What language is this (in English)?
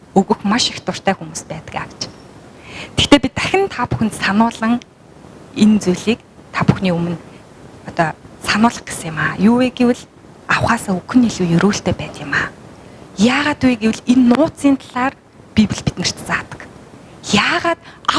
Mongolian